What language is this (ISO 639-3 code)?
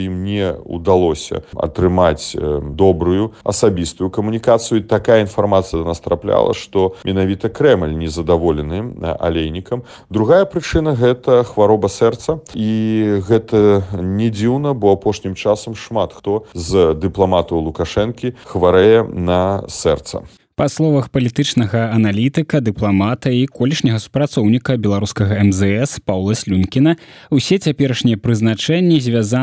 bel